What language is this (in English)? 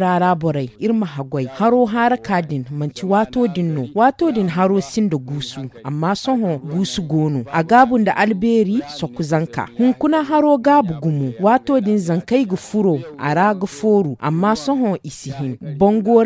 Zarma